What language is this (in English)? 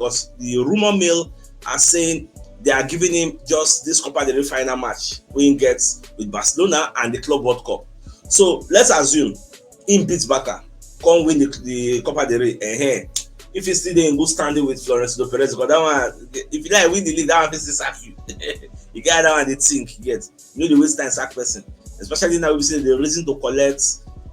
Nigerian Pidgin